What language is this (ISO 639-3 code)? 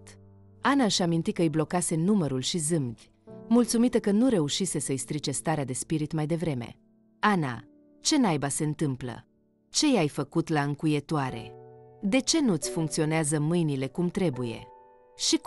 ron